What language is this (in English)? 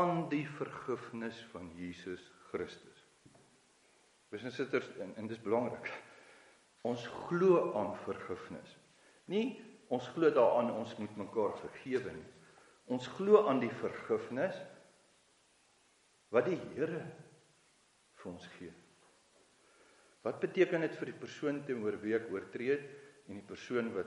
Afrikaans